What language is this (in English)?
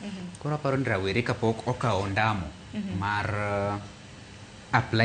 Luo (Kenya and Tanzania)